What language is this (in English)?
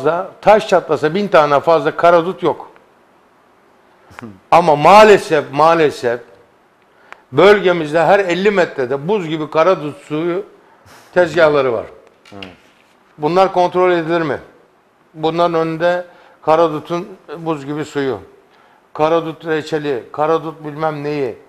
Turkish